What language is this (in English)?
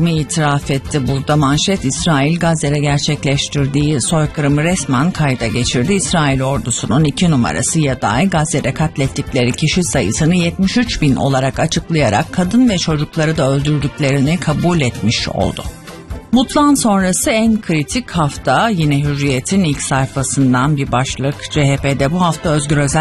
Turkish